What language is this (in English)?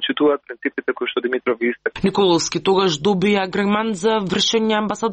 Macedonian